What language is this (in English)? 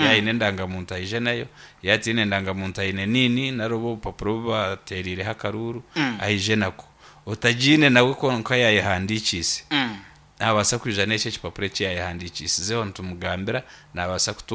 Nyankole